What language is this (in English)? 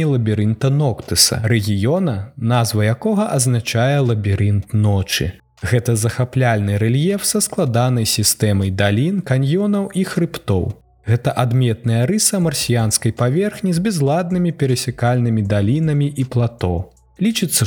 Belarusian